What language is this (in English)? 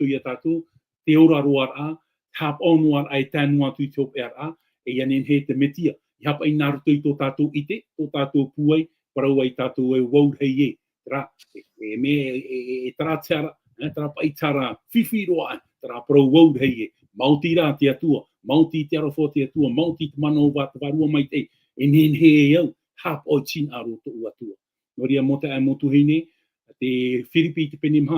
Tahitian